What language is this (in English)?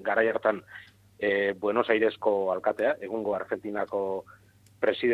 Basque